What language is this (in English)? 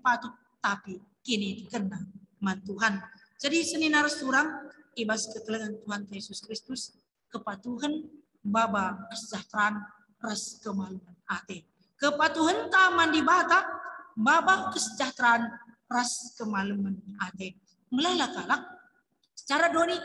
Batak Karo